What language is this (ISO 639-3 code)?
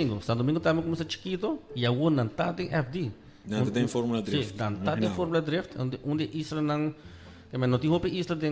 pap